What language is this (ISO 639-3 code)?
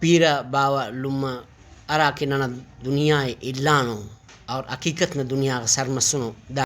brh